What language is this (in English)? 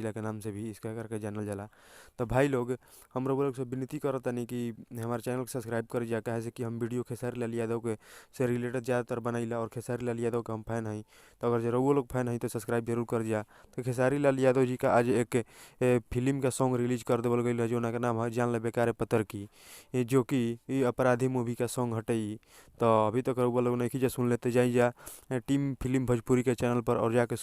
Bhojpuri